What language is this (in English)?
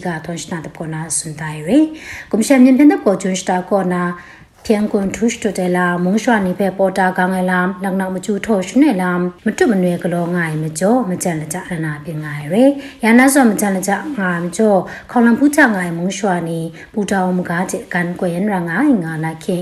Burmese